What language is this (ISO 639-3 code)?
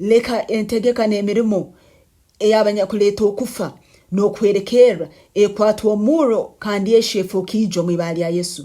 nyn